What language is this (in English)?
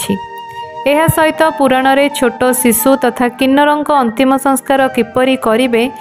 Odia